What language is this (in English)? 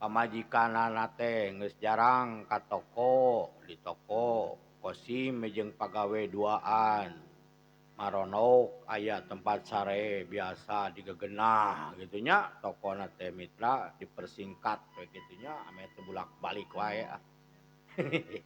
Sundanese